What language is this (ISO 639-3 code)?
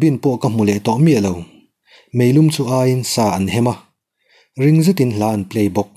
lus